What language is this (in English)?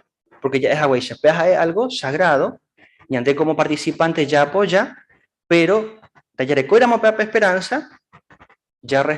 Guarani